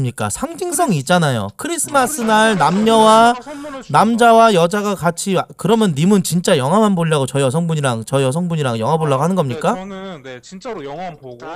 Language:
Korean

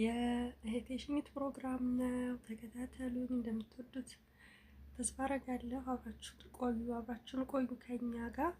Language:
Amharic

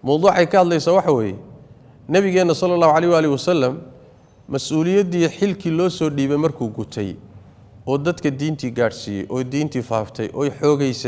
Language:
Somali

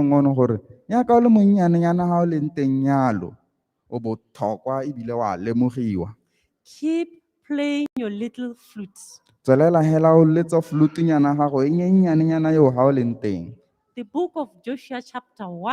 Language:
Tswana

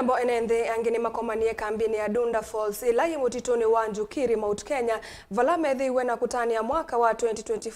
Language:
Kamba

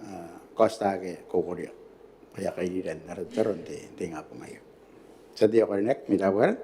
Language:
Gilbertese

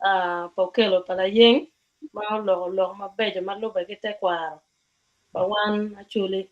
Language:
Acoli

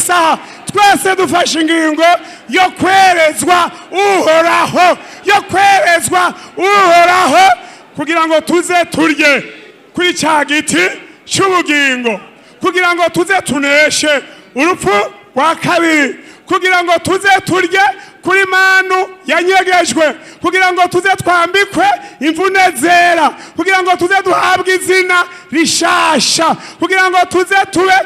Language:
Rundi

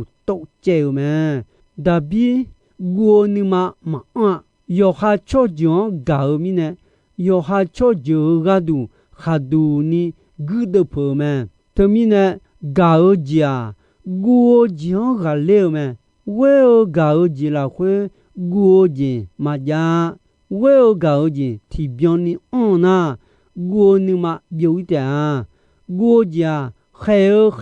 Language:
Akha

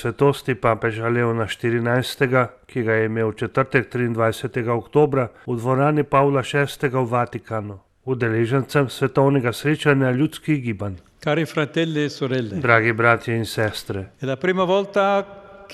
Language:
Slovenian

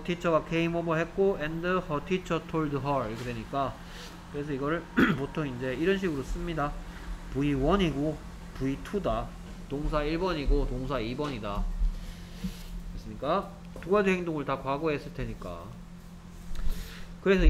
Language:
Korean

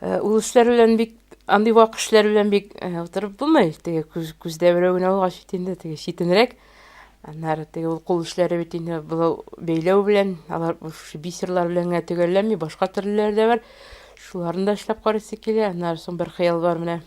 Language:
Tatar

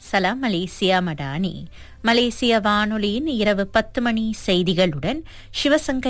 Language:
Tamil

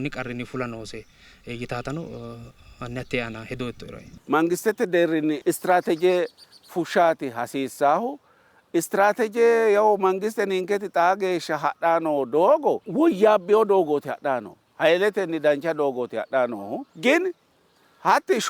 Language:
Sidamo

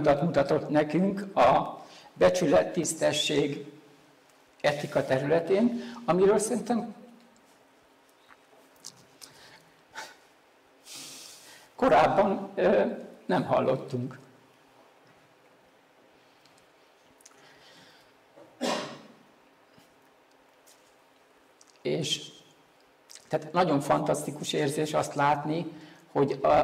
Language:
Hungarian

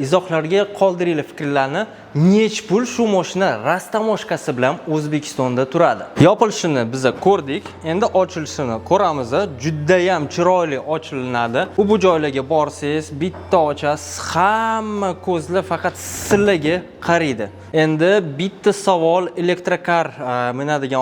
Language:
Uzbek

